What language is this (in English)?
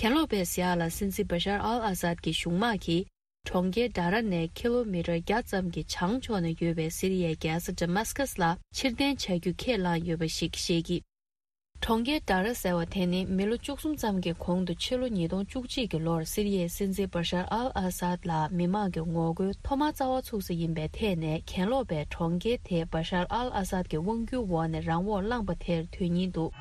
Tibetan